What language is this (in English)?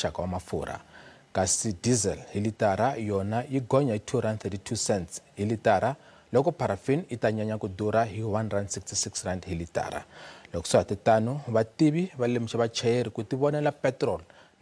Tsonga